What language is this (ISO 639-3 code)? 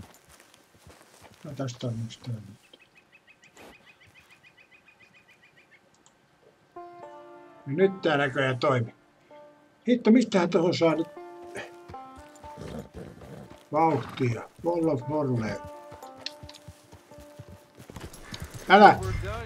fin